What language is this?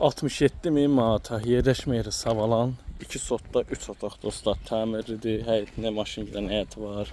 Azerbaijani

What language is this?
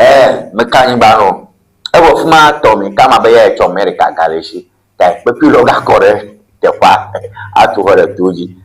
Ewe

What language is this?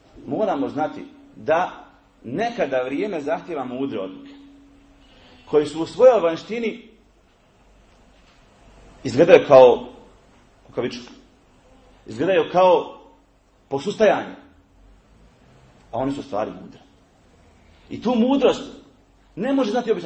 Bosnian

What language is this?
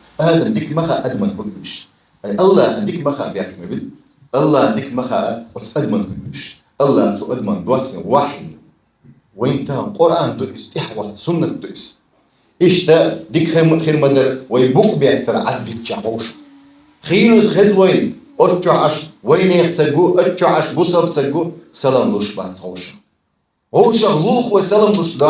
Chechen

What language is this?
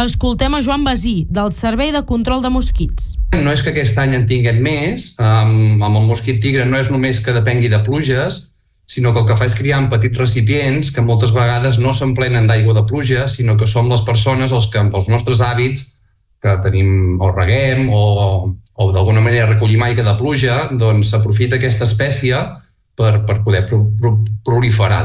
Catalan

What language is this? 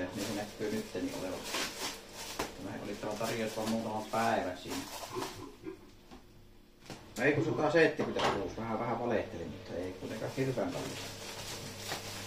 Finnish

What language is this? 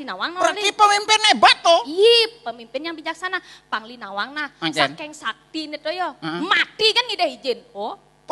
Balinese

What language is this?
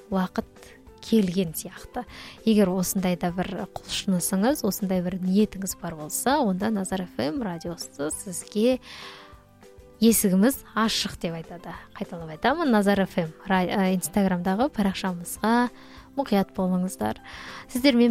Kazakh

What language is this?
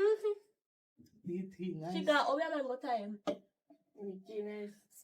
Jamaican Creole English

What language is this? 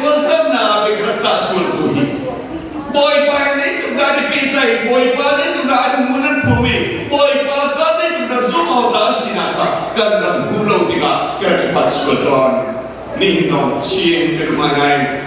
Hakha Chin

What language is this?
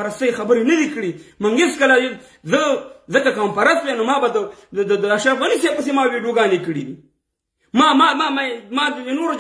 Pashto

